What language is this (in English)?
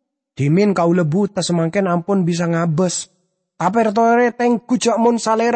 Madurese